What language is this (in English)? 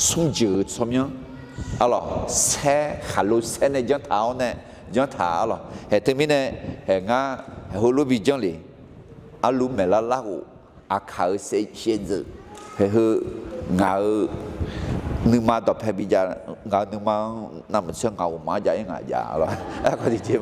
Akha